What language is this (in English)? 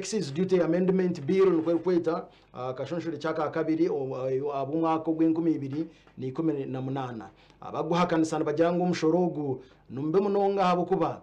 Nyankole